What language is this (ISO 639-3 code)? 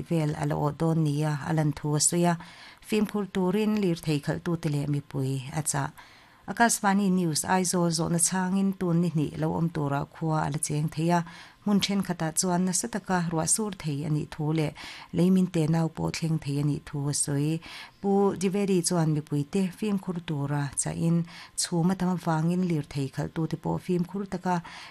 lus